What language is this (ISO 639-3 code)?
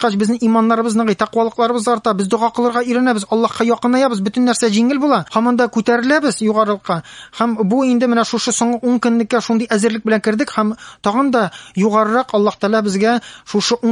tat